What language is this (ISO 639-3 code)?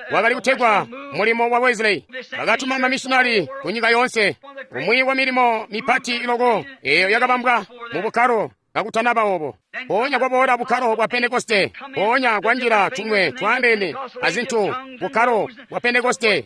toi